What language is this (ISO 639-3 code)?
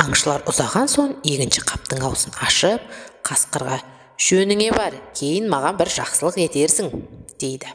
kaz